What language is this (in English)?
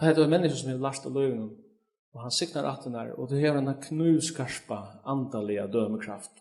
Faroese